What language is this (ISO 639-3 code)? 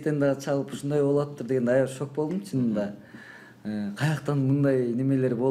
kir